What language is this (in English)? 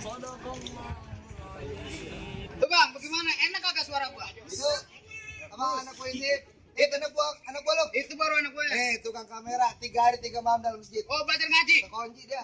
Betawi